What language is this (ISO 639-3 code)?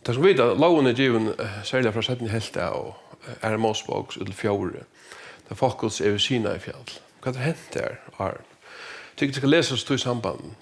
fao